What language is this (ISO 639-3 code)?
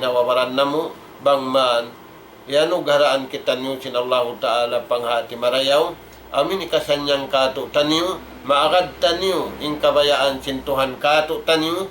tsg